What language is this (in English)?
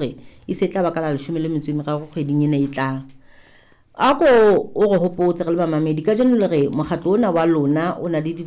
Southern Sotho